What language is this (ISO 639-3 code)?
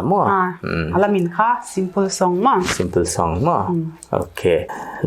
pck